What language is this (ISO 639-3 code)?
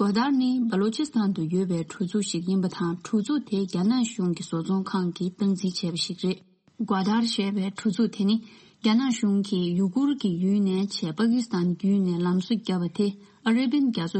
bod